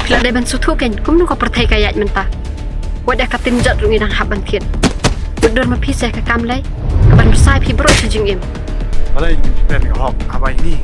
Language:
Khasi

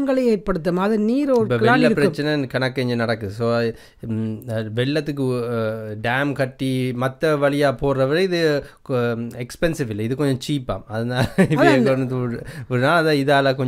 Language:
Tamil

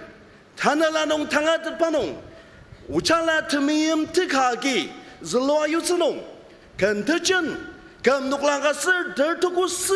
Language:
Ao Naga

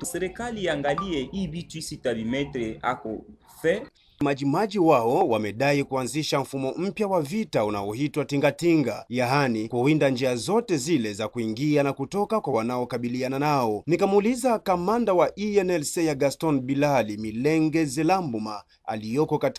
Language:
Swahili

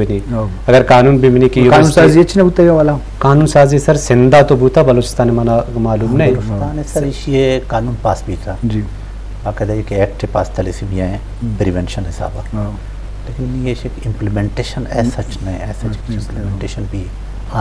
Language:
Eastern Balochi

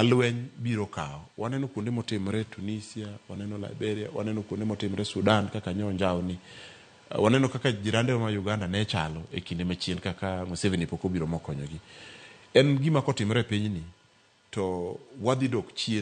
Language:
Luo (Kenya and Tanzania)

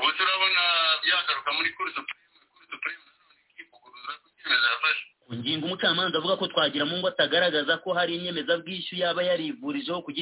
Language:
Kinyarwanda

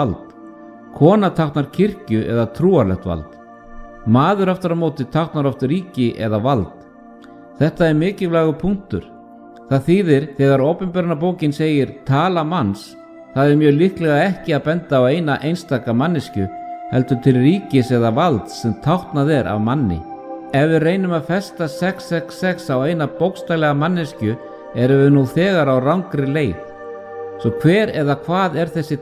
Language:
Icelandic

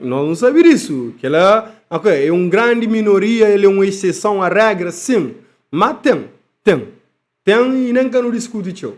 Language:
Kabuverdianu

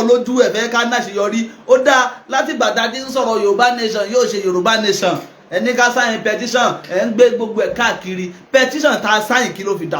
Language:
Yoruba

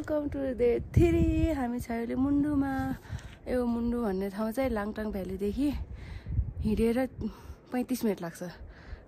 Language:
Nepali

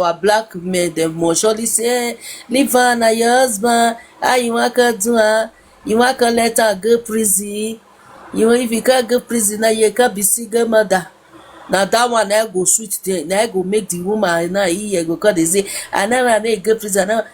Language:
Nigerian Pidgin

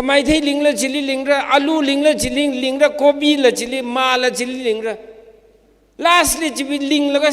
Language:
Tangkhul Naga (India)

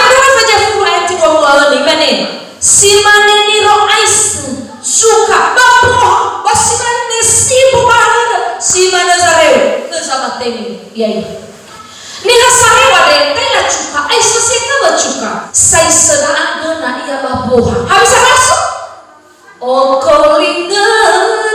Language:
Nias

